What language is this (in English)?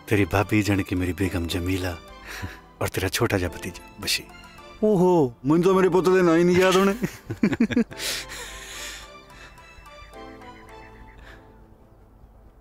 Punjabi